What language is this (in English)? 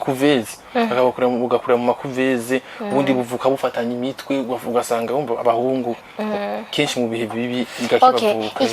Rundi